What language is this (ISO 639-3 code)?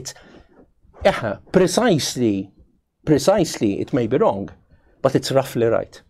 mlt